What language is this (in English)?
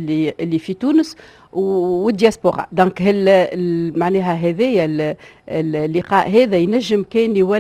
Tunisian Arabic